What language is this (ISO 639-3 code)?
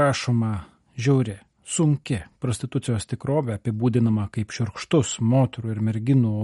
lit